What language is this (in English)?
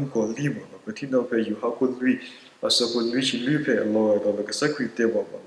S'gaw Karen